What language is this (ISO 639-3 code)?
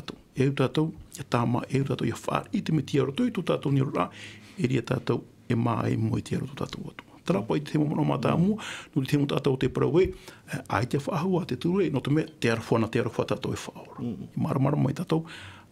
tah